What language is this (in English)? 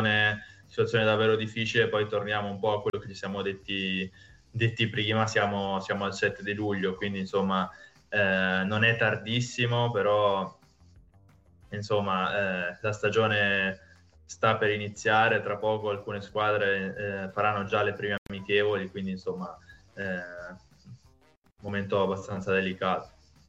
Italian